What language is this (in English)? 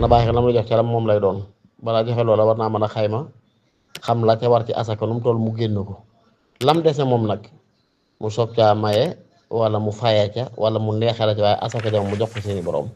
Wolof